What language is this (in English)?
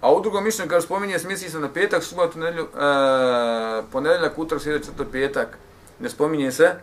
Bosnian